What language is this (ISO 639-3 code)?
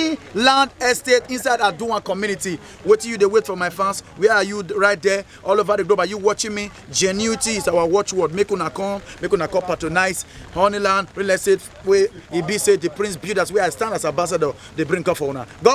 pcm